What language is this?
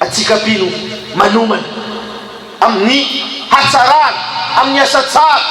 Malagasy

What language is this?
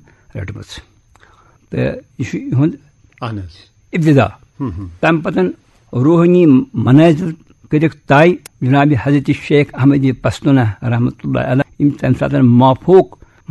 Kashmiri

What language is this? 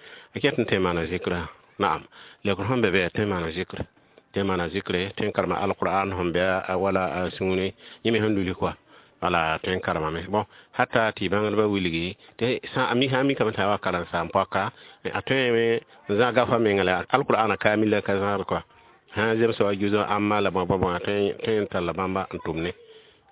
Mossi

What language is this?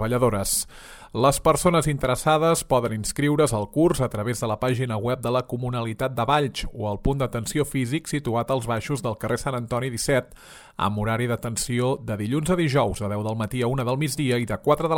Catalan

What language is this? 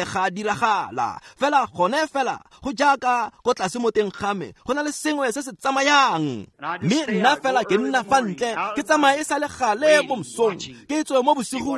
Tswana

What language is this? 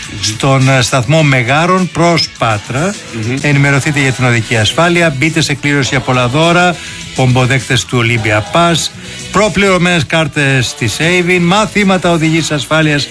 Greek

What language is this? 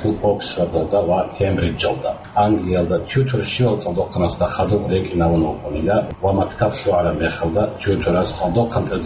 Avaric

